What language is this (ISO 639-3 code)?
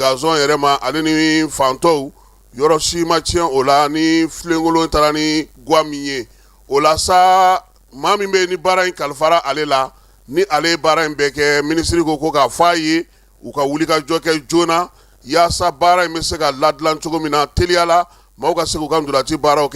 bam